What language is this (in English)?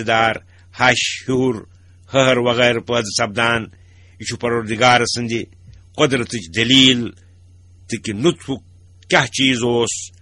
Kashmiri